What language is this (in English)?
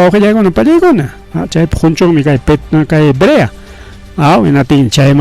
Ayacucho Quechua